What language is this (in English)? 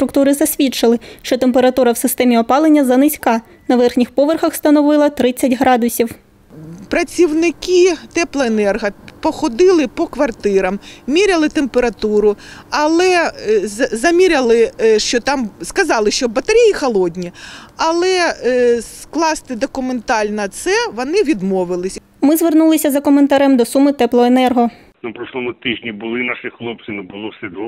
Ukrainian